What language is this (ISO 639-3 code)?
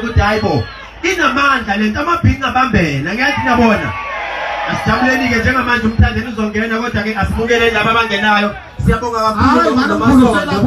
zul